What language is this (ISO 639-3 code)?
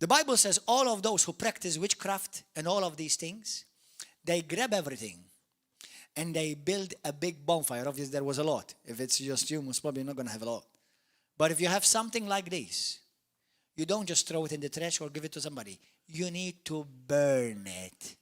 eng